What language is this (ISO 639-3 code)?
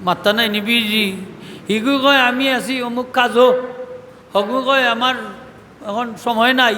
syl